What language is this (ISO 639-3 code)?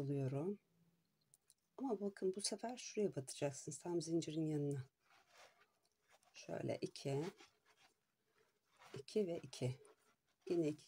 tur